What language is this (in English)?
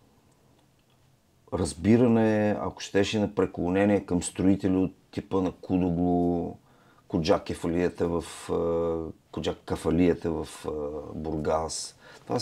Bulgarian